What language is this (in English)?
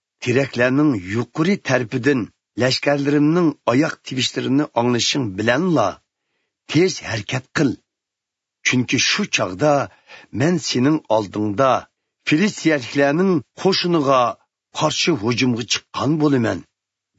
Uyghur